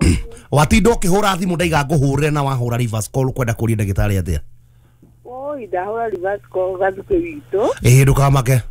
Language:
Kikuyu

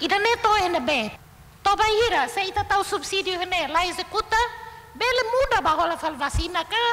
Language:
Tetum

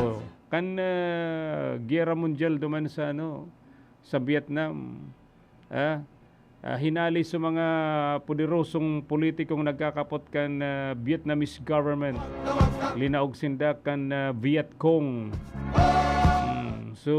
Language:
Bikol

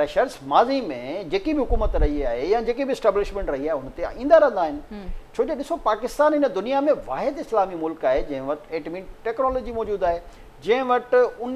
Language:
Sindhi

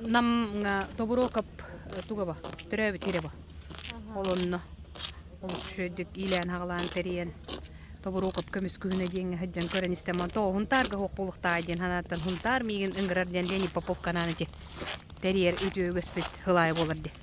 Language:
Yakut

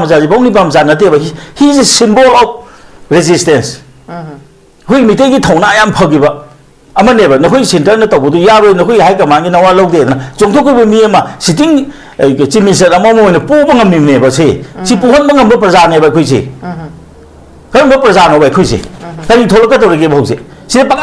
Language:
Manipuri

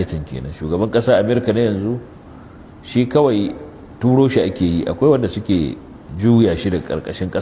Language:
Hausa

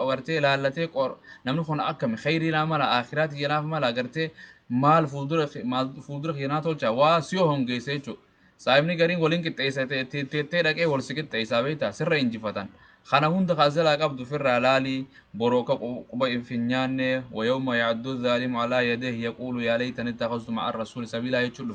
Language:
Oromo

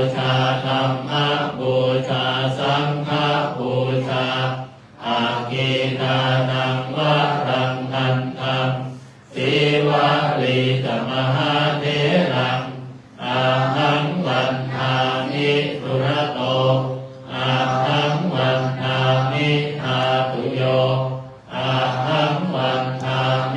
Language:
Pali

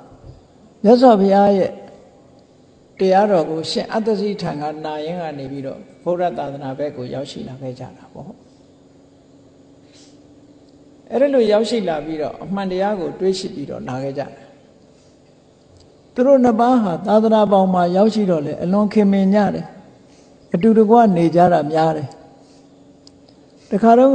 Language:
Burmese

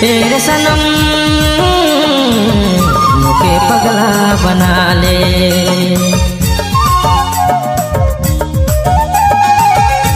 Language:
Sadri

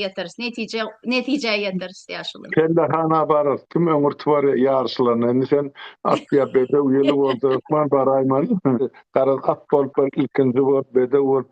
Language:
Turkmen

